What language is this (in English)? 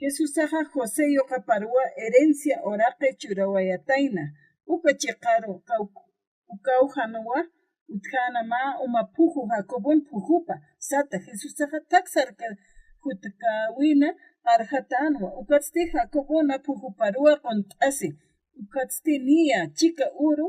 Aymara